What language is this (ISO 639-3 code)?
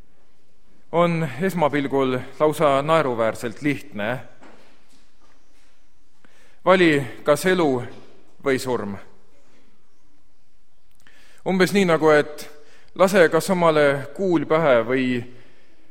est